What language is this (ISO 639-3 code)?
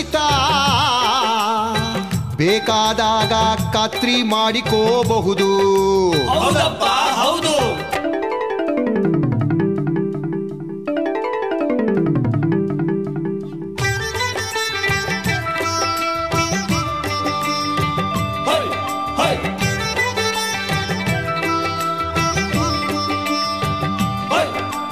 kan